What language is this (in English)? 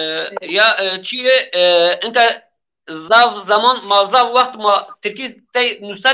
Zaza